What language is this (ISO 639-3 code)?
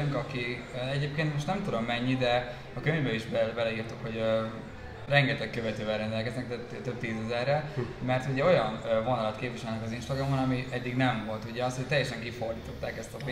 hun